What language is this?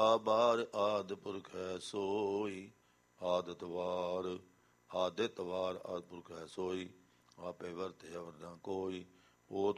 Punjabi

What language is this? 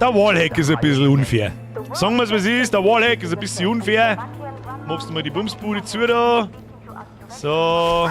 Bavarian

